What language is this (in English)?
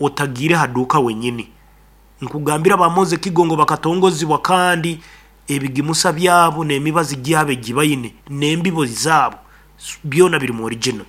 Nyankole